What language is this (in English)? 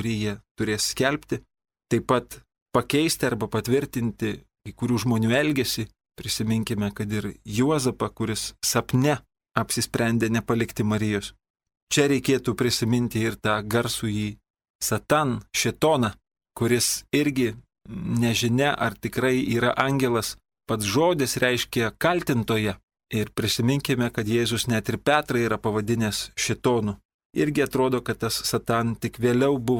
Lithuanian